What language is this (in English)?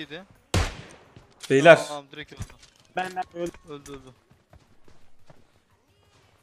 Turkish